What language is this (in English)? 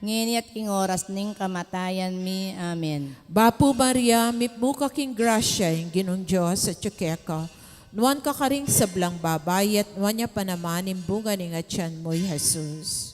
Pampanga